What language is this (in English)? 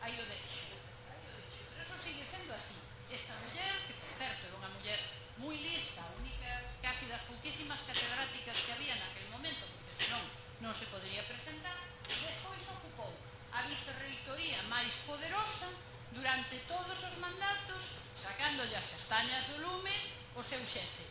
Galician